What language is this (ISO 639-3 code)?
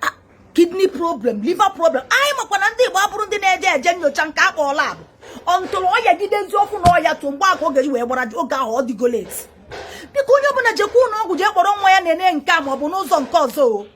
ibo